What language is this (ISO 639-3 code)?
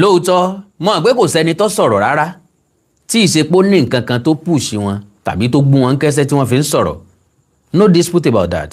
yor